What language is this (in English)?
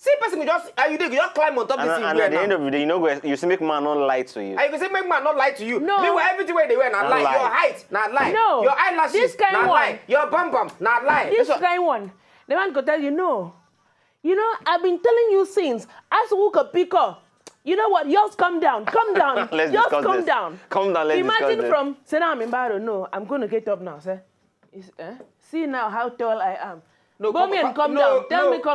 Nigerian Pidgin